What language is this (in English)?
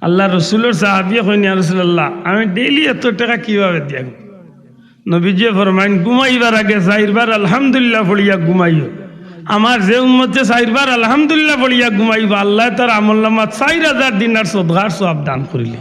Sylheti